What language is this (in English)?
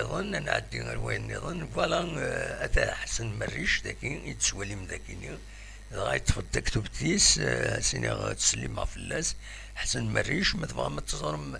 Kabyle